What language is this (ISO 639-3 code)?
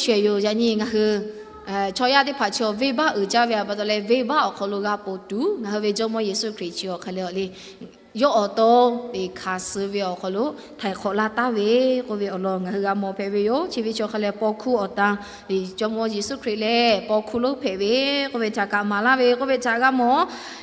lhu